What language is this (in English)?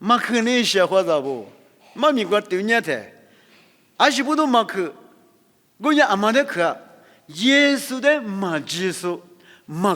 Lisu